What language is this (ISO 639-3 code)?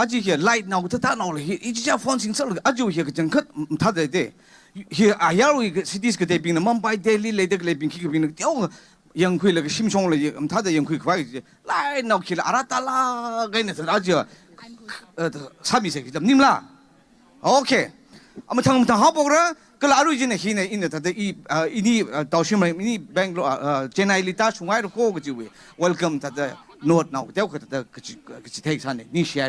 nmf